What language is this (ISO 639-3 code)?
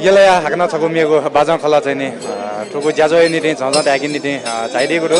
new